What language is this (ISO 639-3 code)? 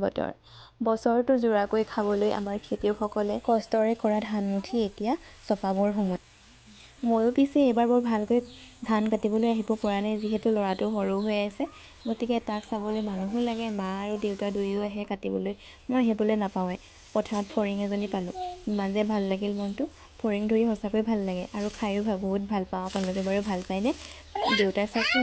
asm